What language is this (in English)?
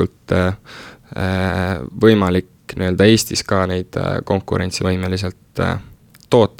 Estonian